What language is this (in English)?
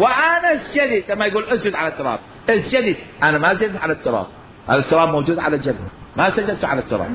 Mesopotamian Arabic